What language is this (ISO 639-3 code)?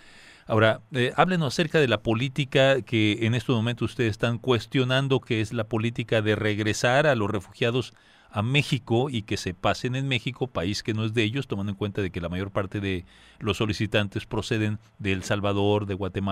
spa